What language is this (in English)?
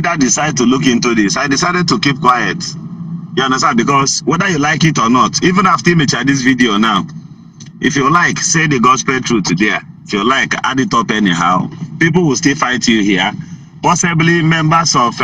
Igbo